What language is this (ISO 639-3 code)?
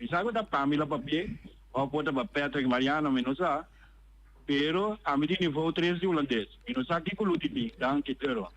pap